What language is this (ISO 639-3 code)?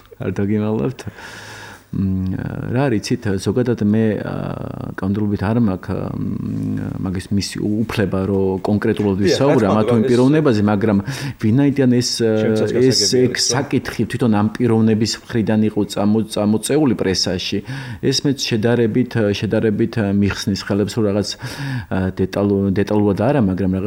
kat